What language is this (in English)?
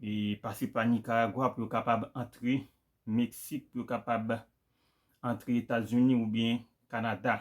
Haitian Creole